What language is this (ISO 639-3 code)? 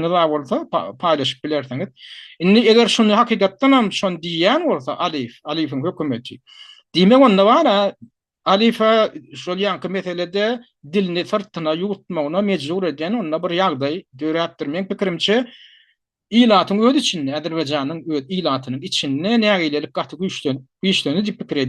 tuk